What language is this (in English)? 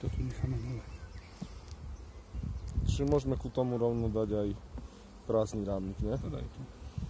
Slovak